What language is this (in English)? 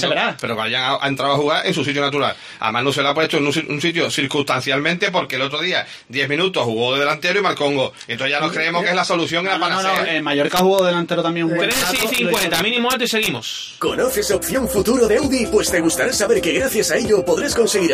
Spanish